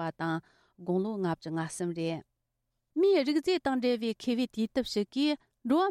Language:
Tibetan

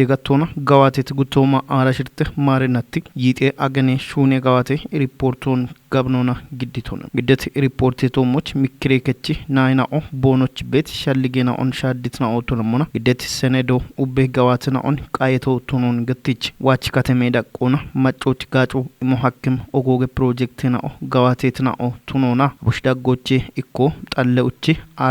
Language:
Kafa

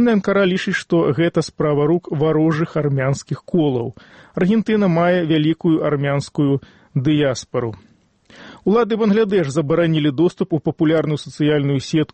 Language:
Belarusian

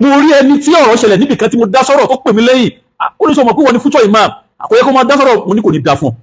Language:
Yoruba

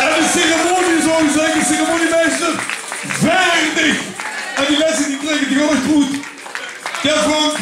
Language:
Limburgish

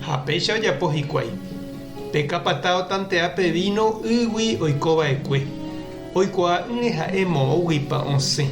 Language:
Guarani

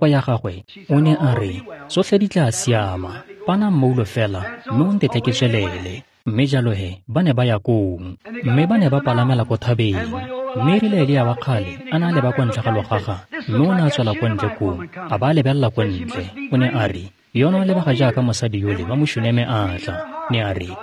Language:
Tswana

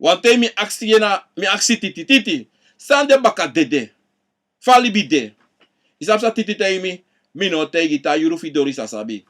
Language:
Sranan Tongo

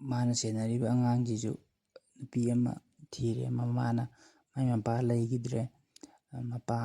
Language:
Manipuri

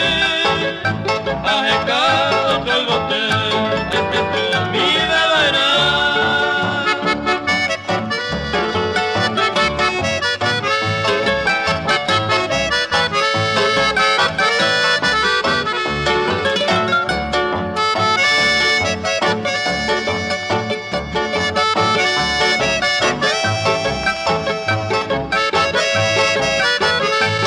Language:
Spanish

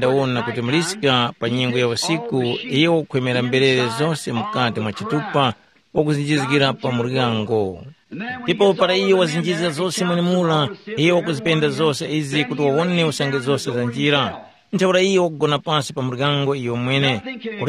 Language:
Tumbuka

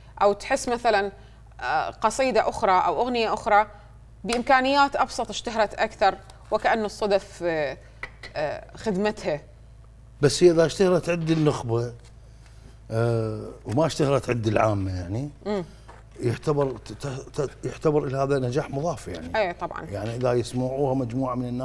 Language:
Mesopotamian Arabic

